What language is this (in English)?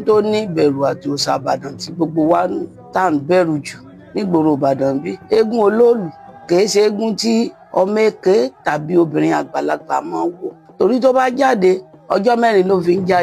Yoruba